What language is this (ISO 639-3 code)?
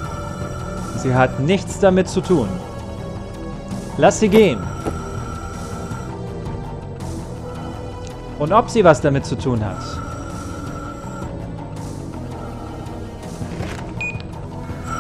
deu